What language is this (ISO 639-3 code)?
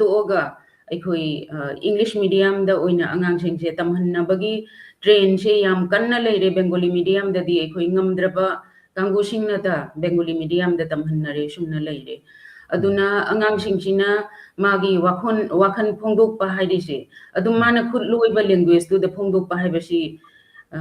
mni